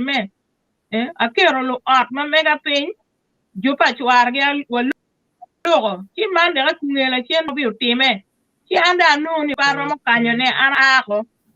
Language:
Acoli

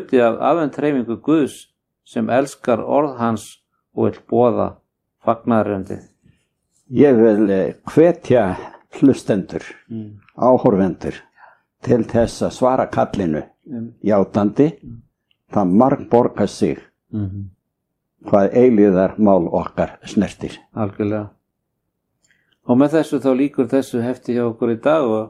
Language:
Icelandic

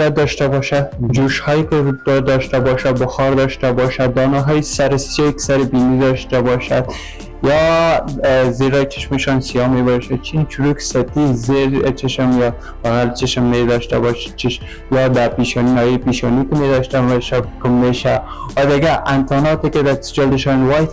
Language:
Persian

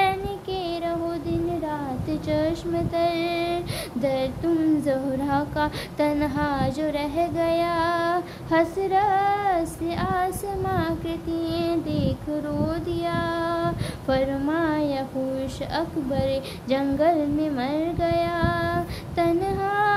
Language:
Urdu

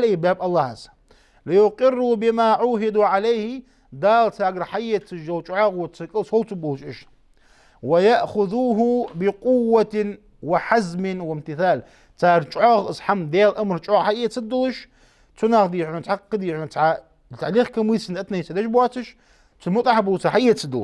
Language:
Ingush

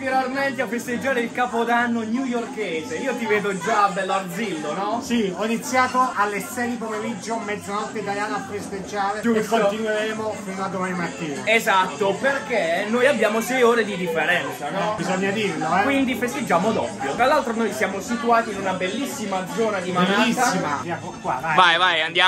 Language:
Italian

